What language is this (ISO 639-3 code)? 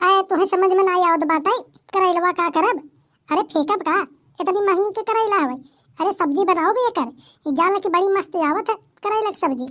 awa